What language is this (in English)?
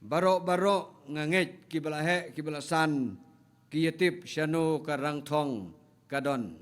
Khasi